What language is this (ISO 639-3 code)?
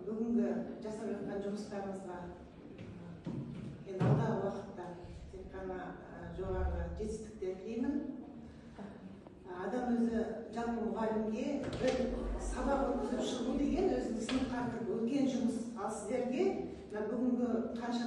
kaz